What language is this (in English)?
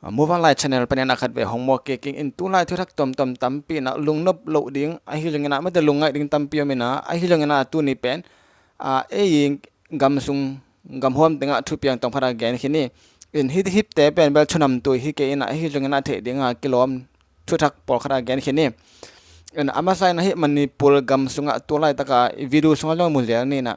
Tedim Chin